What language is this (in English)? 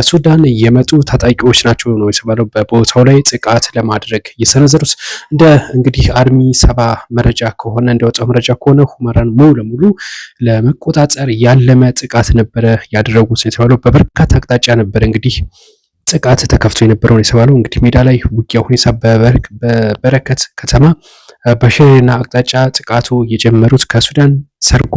Amharic